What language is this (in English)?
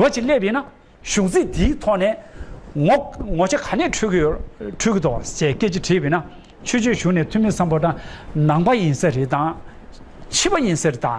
Tibetan